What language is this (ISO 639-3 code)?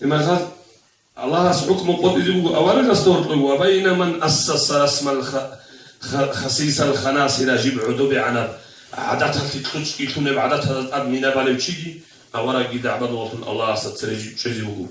ava